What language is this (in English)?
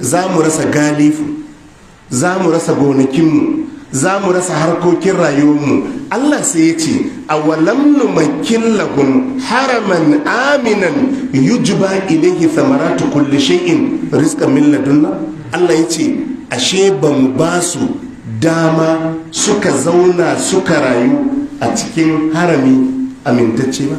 Hausa